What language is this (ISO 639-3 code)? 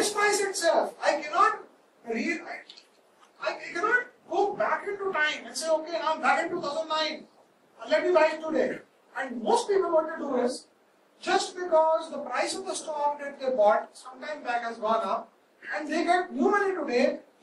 eng